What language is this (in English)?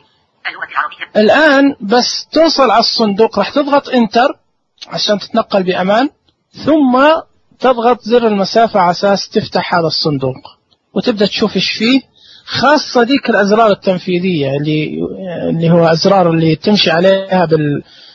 Najdi Arabic